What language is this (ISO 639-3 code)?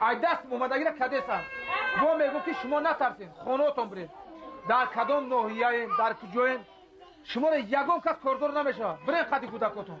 tgk